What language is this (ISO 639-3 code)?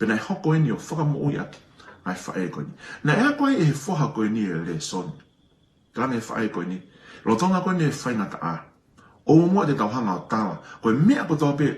ton